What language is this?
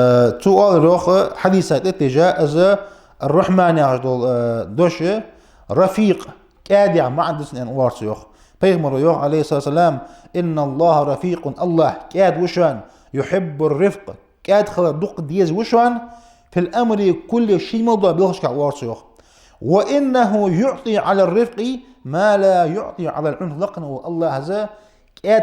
Ingush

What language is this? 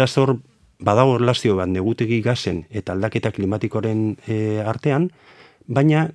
Basque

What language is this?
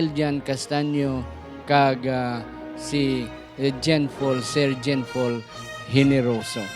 Hiligaynon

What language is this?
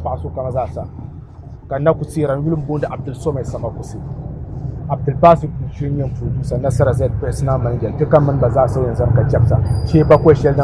Dagbani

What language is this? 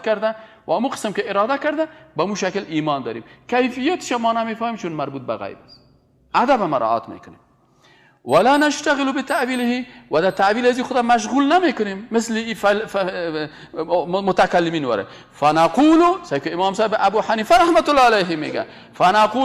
Persian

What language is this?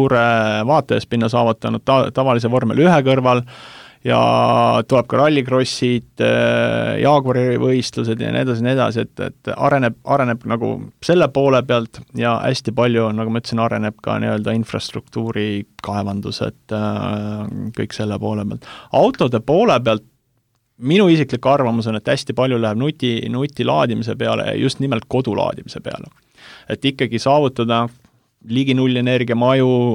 Estonian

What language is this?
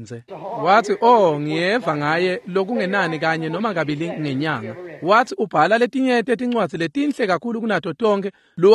Swati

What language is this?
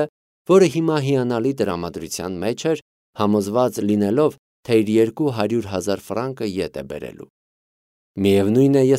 Armenian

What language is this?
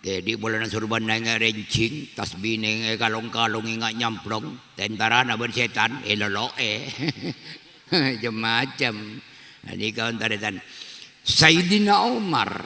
Madurese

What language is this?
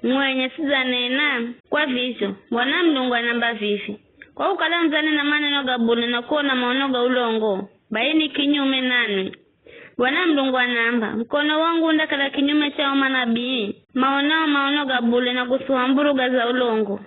Giryama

